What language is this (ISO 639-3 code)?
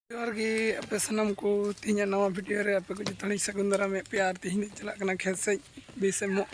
sat